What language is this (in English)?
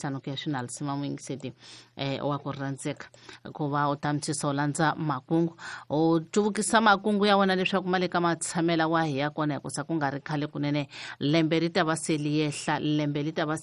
Tsonga